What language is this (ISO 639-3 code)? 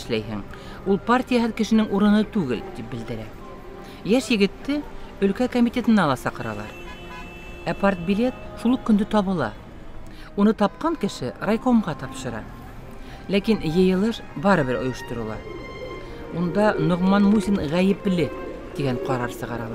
bak